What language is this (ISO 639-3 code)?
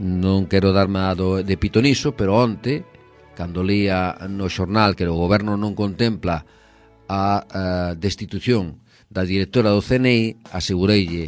glg